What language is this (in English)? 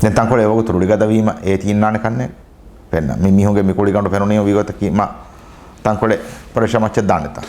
Divehi